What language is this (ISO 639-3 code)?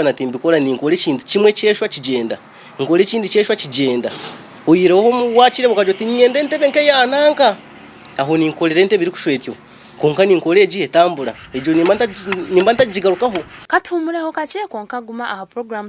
nyn